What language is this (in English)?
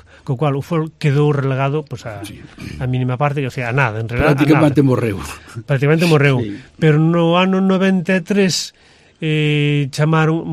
Galician